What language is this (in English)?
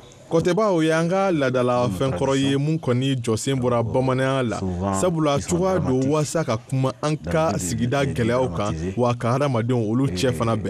Bambara